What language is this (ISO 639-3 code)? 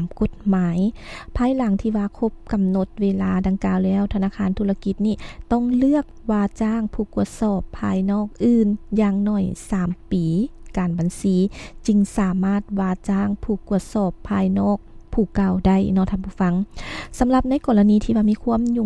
lao